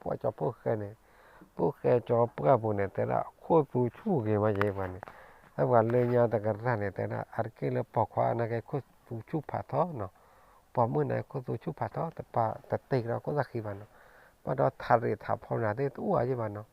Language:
S'gaw Karen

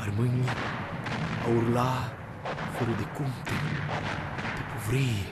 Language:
Aromanian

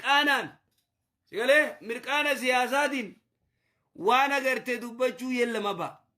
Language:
Oromo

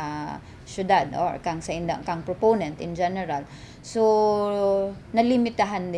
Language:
Bikol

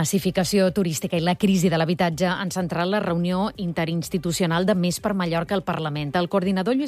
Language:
Catalan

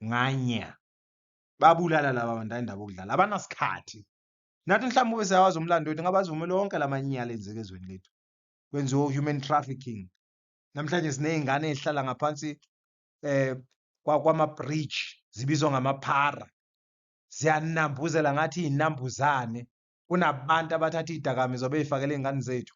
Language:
Zulu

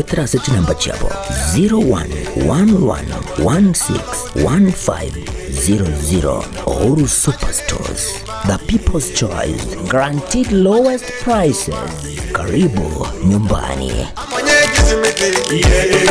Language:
Gusii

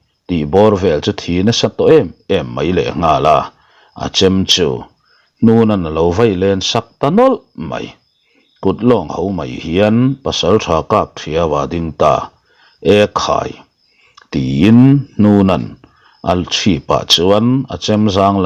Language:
Mizo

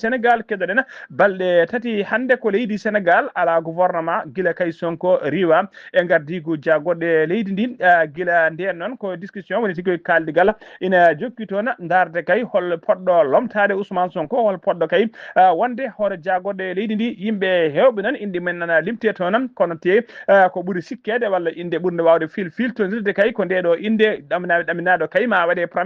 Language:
Fula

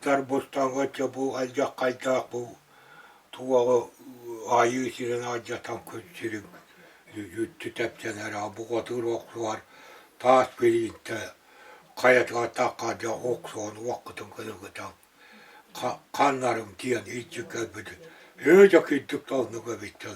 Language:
Yakut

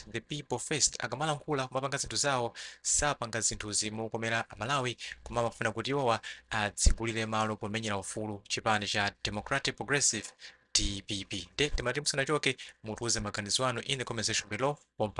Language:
Nyanja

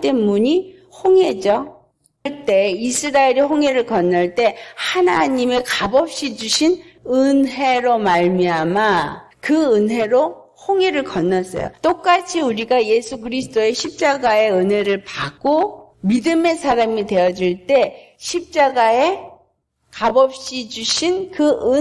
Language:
Korean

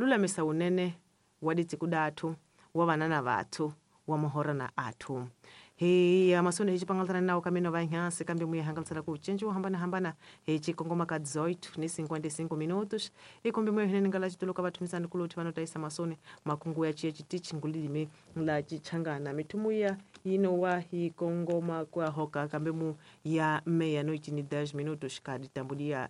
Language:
Tsonga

